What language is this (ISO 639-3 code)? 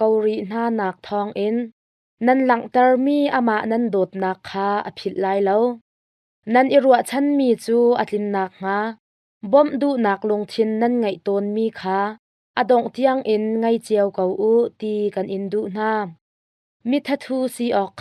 cnh